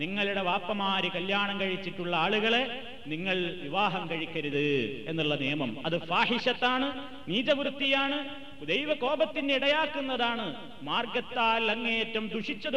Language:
Malayalam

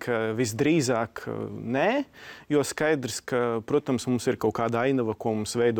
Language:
Latvian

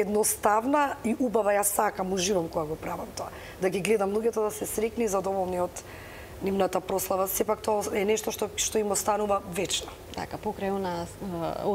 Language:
Macedonian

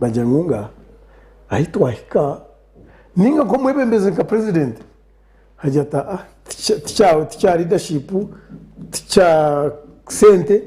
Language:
Nyankole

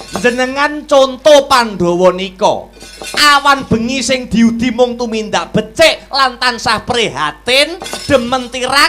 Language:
Javanese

